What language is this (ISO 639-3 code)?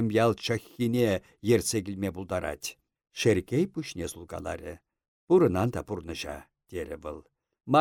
chv